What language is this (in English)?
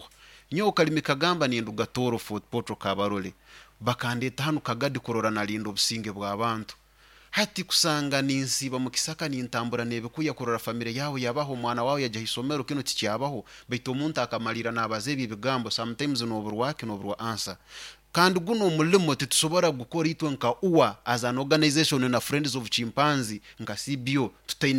Nyoro